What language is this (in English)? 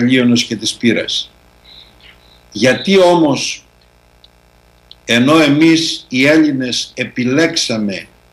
Greek